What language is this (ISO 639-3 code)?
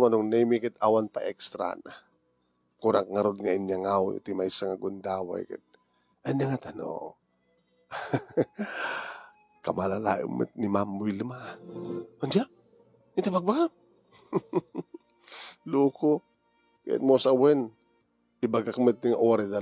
ilo